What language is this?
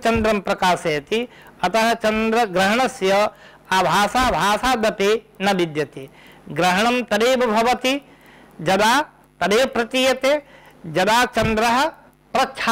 Sanskrit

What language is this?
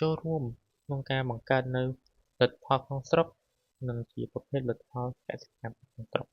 Khmer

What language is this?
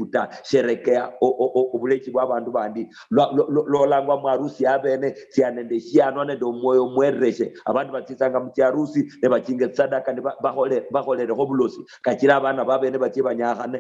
Luyia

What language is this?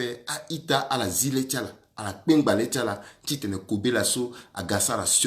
Sango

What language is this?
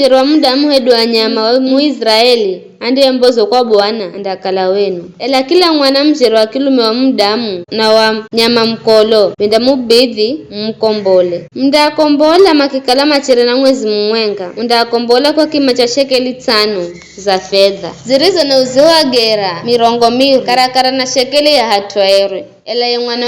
Giryama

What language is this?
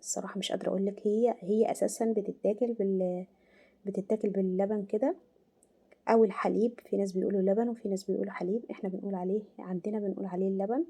Egyptian Arabic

